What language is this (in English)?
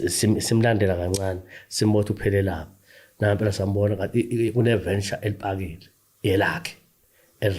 Zulu